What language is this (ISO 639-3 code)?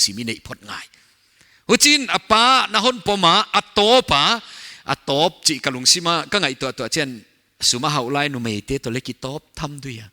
pck